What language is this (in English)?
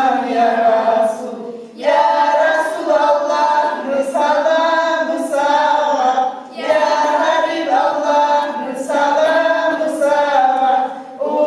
Kumyk